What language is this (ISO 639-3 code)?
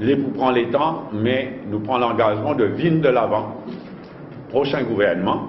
mfe